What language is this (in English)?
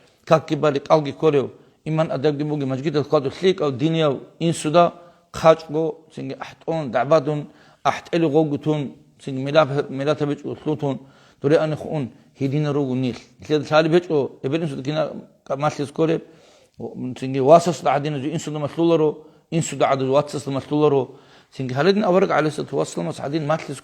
Avaric